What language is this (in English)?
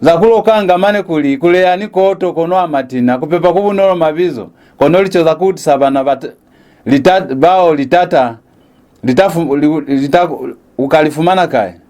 Lozi